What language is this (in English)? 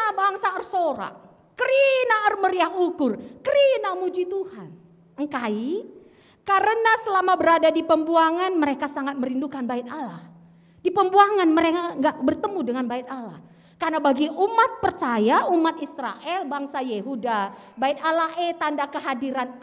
Batak Karo